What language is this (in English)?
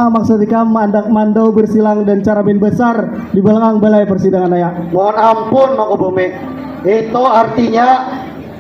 Banjar